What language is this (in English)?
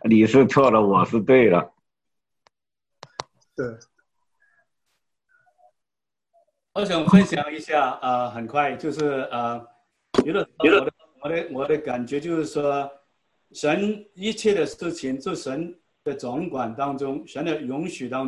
Chinese